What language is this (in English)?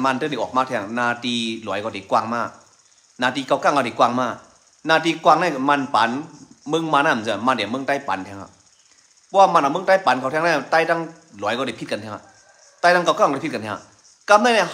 Shan